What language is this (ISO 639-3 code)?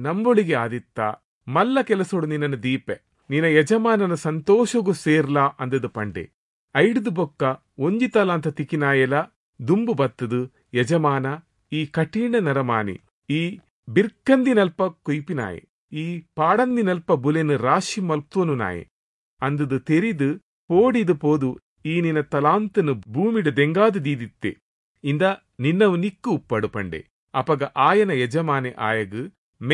tcy